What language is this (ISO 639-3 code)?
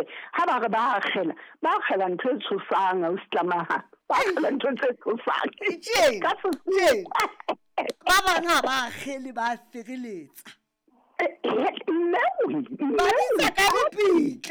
sot